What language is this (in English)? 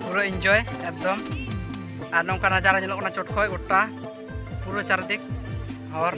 Santali